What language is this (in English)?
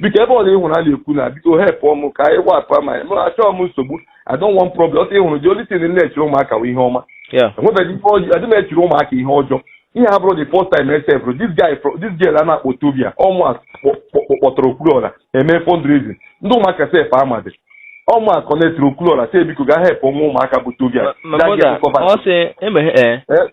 Igbo